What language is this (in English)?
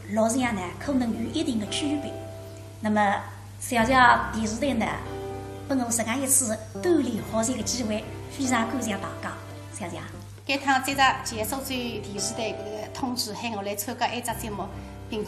Wu Chinese